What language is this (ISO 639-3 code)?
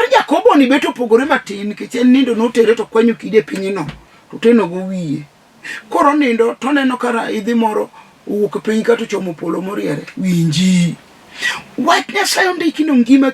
luo